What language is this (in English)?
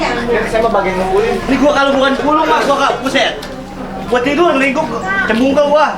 Betawi